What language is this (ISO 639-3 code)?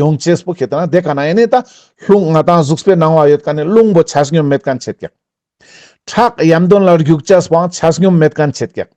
lbj